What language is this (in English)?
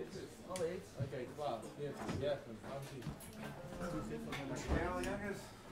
Dutch